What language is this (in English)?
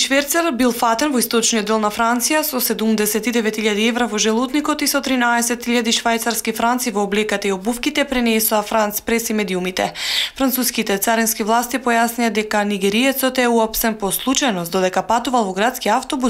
Macedonian